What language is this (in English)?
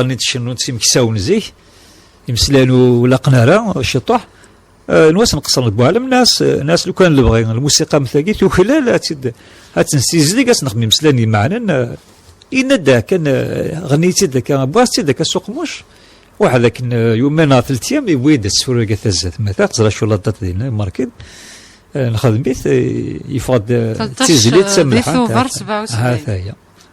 Kabyle